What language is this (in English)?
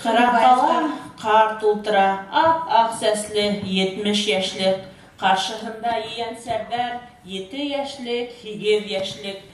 Bashkir